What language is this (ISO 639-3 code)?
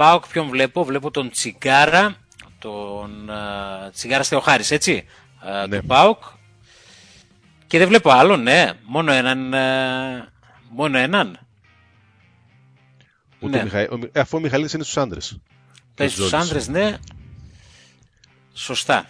ell